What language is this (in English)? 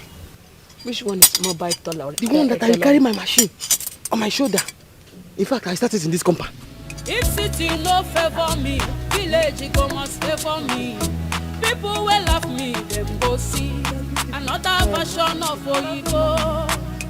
Nigerian Pidgin